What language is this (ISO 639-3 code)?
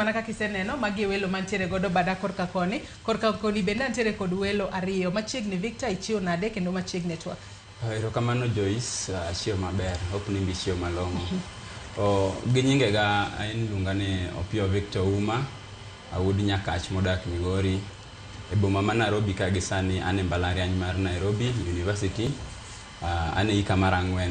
luo